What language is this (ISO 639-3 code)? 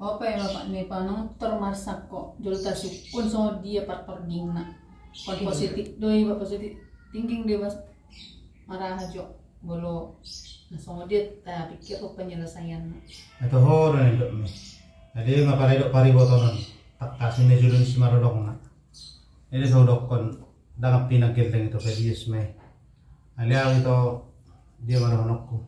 bbc